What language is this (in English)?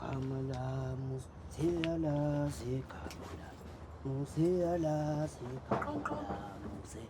Zulu